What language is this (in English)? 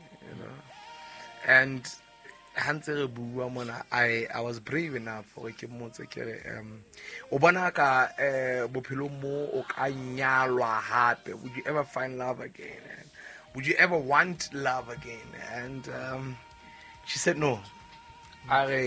Southern Sotho